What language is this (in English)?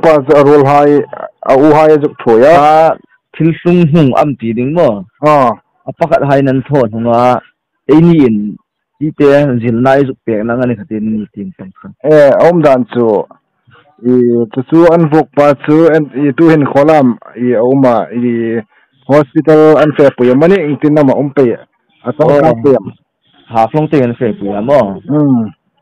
Hmar